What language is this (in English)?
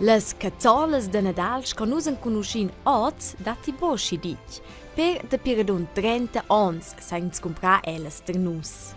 Romansh